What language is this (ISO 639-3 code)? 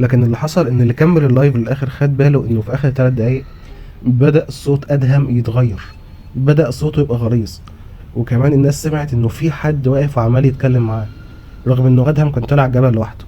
arz